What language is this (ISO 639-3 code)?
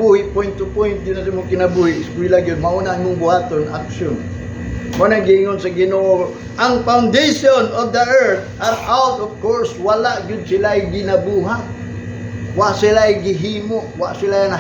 ceb